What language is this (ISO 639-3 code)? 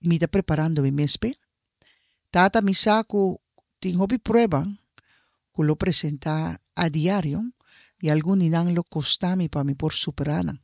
pap